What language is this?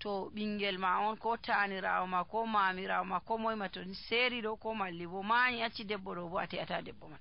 Nigerian Fulfulde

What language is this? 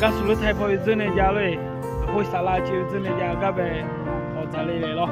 Akha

